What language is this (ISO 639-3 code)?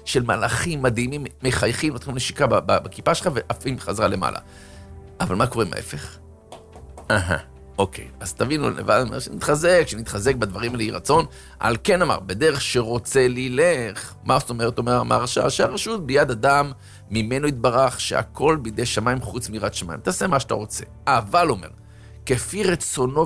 heb